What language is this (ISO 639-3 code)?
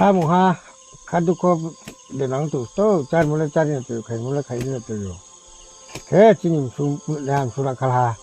ria